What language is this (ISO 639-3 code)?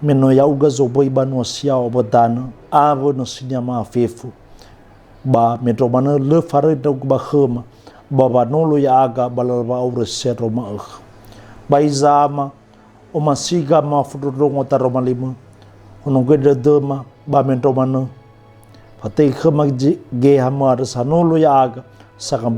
nia